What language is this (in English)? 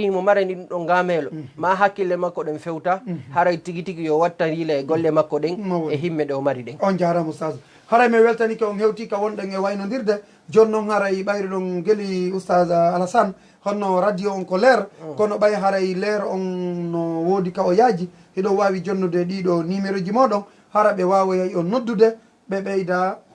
Fula